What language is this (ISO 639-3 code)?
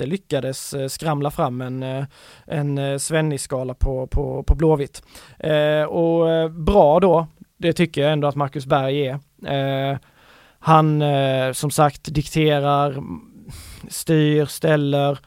swe